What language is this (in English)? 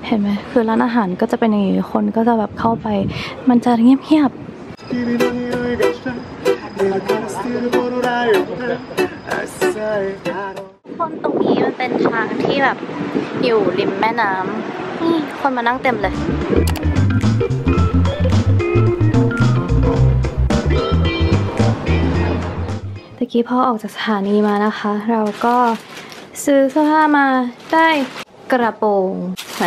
Thai